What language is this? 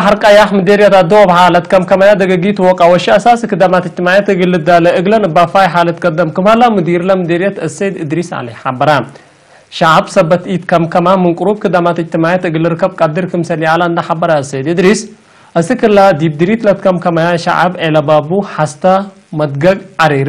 Tigre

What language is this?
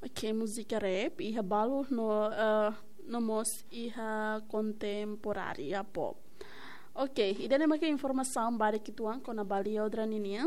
Tetum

